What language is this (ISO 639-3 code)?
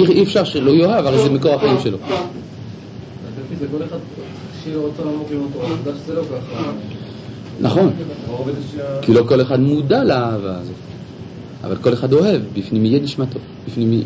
heb